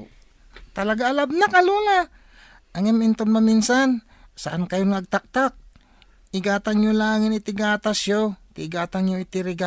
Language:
Iloko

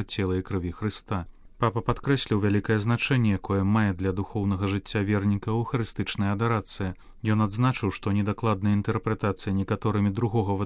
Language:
Belarusian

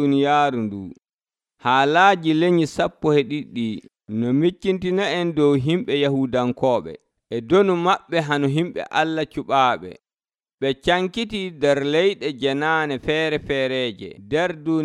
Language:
Nigerian Fulfulde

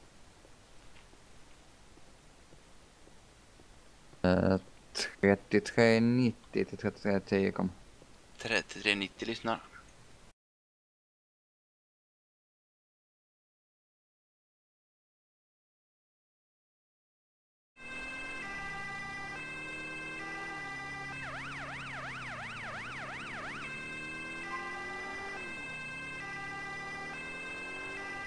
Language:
Swedish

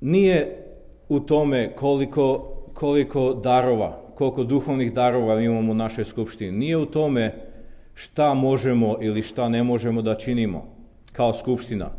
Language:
Serbian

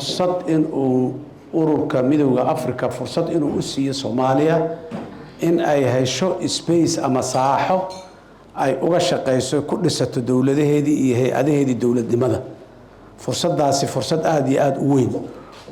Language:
Somali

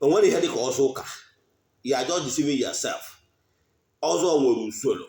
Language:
Igbo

